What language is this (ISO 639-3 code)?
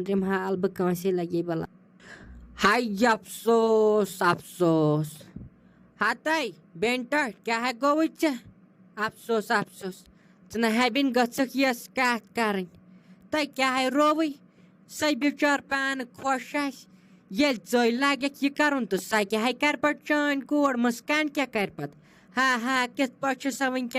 kas